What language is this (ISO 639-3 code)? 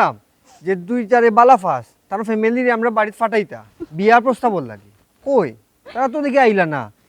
syl